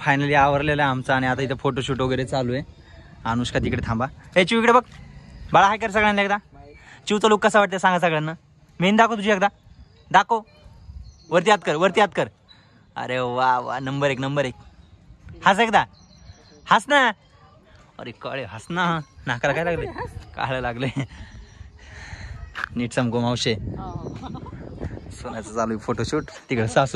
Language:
Marathi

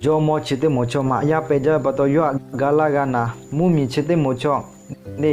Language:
Lahu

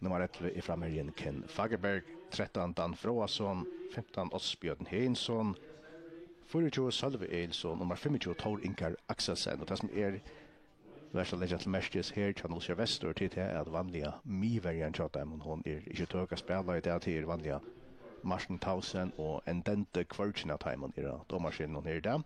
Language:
Faroese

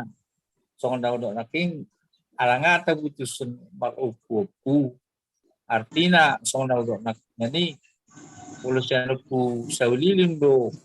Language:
Batak Toba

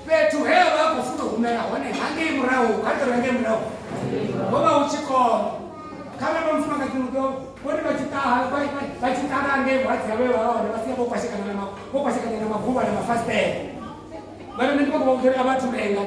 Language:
Venda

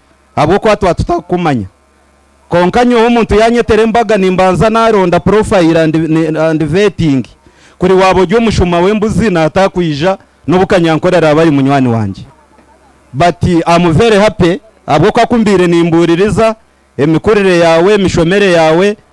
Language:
Nyankole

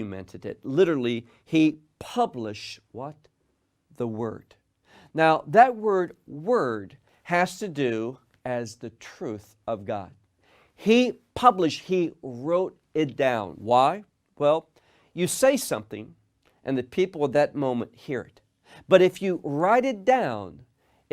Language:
English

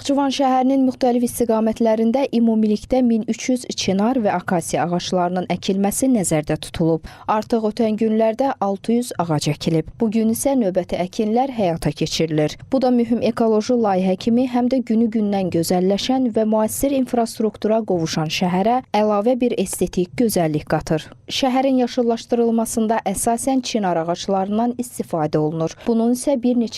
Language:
Azerbaijani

